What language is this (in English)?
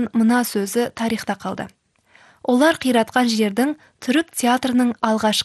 Kazakh